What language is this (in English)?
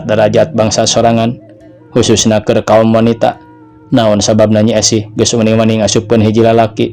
Sundanese